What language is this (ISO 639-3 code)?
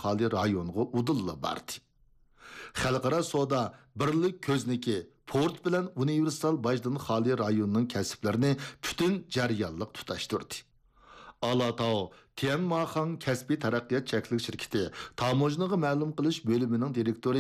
uig